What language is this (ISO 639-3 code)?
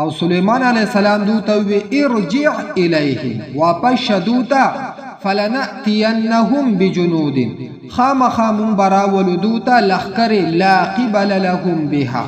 pus